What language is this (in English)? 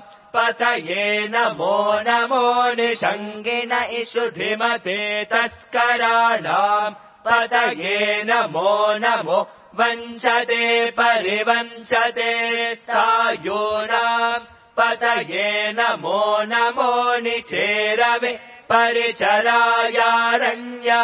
Sanskrit